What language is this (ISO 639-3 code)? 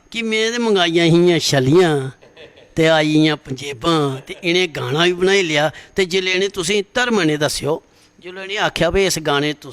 doi